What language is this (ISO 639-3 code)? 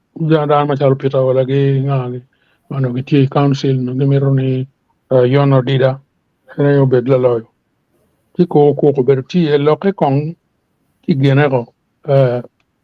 ach